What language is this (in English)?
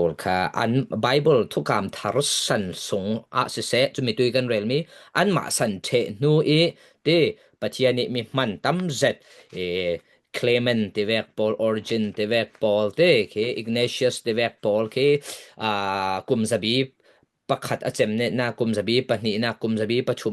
Falam Chin